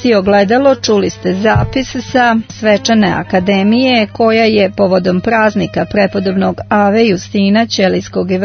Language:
Serbian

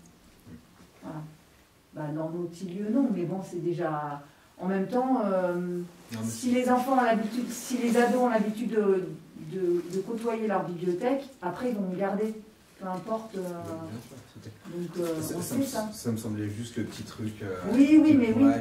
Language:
French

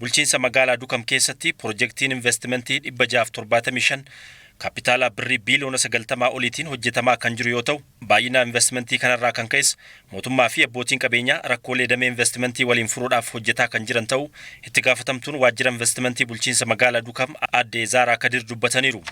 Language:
Oromo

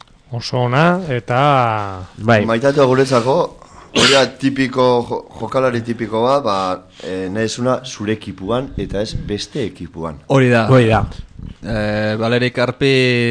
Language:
Basque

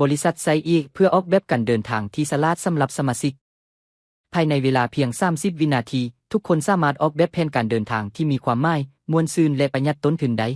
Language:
Lao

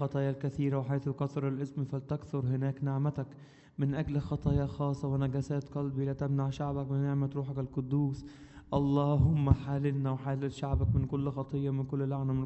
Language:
Arabic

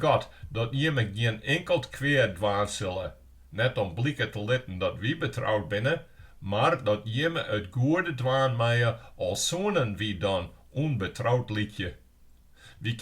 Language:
Western Frisian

